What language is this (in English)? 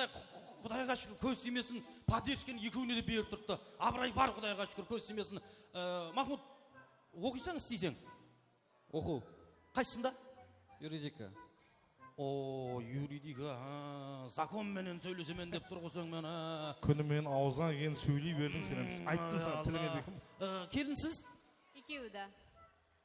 Kara-Kalpak